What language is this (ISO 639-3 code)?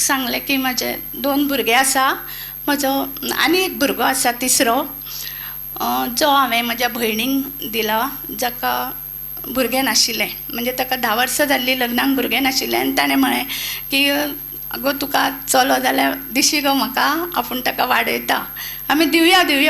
kok